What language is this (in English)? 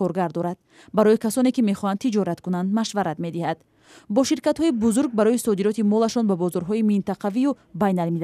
Tajik